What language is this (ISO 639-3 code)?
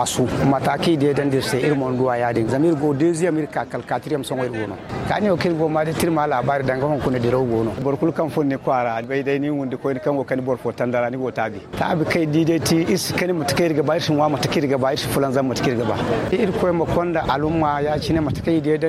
dje